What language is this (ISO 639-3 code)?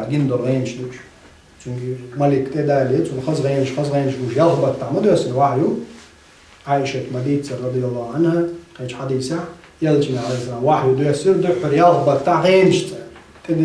che